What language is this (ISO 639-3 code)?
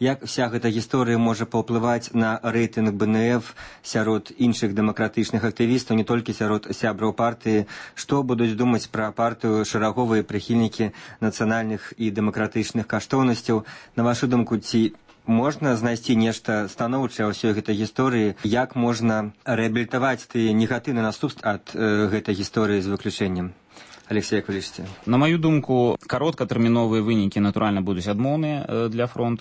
bel